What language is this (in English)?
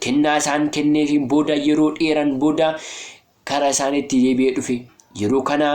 Oromo